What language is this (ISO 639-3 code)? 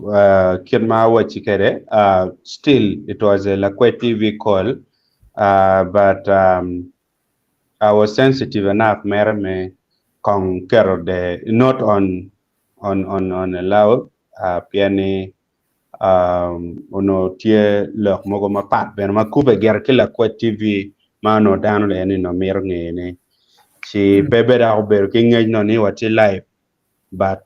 ach